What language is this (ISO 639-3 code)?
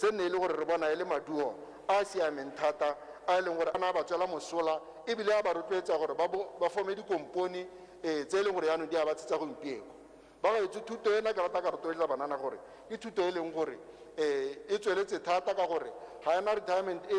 tsn